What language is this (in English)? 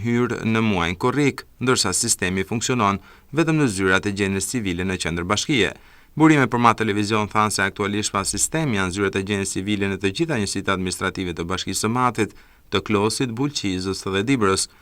Albanian